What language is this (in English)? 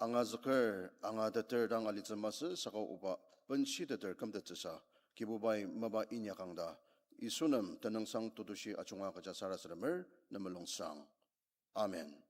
Ao Naga